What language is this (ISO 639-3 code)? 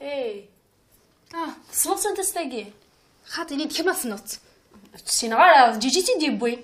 kab